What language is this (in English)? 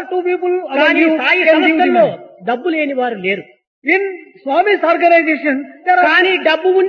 Telugu